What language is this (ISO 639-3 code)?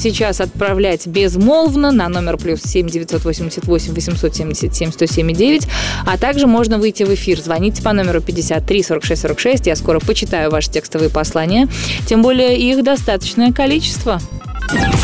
rus